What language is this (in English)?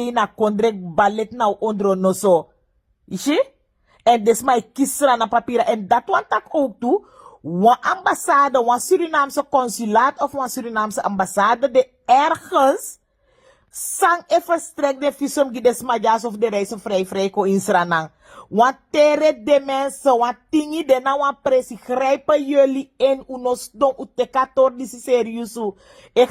Sranan Tongo